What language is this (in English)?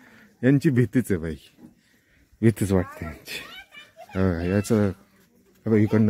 Marathi